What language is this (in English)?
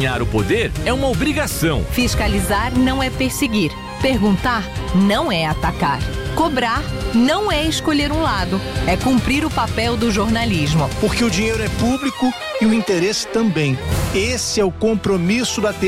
Portuguese